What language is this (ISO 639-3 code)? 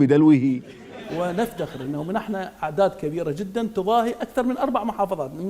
acm